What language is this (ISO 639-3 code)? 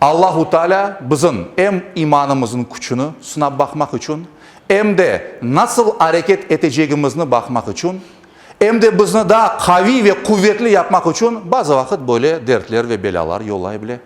crh